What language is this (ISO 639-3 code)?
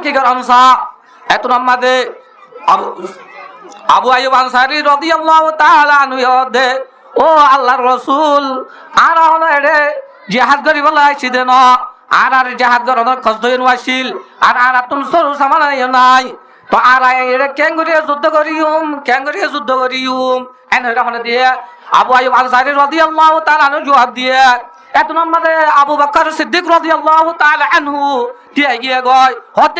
rhg